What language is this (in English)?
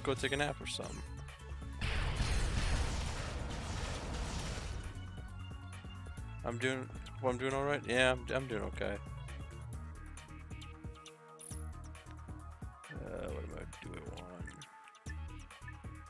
English